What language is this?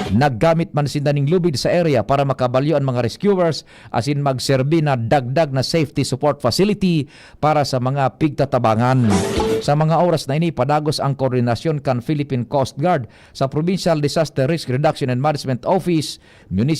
Bikol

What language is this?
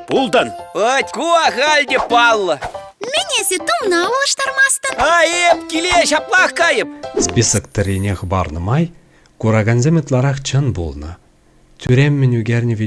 Chuvash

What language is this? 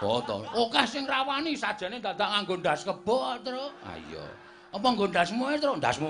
Javanese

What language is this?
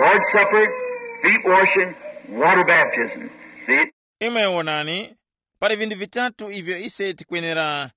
Tumbuka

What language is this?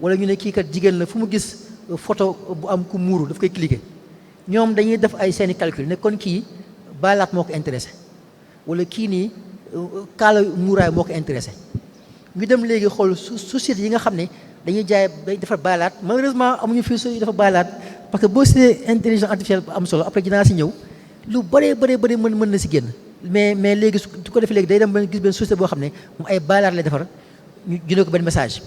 Wolof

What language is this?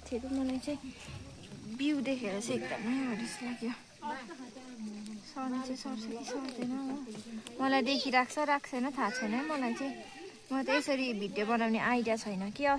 Nepali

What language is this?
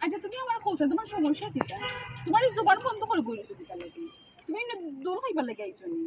Sylheti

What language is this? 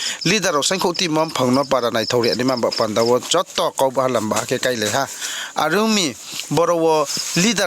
Riang (India)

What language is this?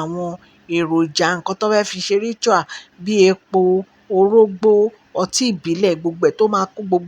Yoruba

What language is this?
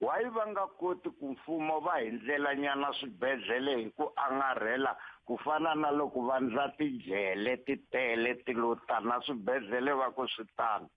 Tsonga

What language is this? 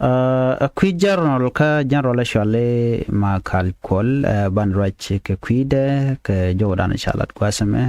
Nuer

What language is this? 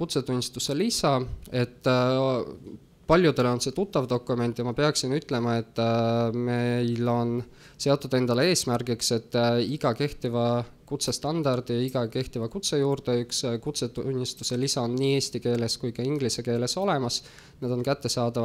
Estonian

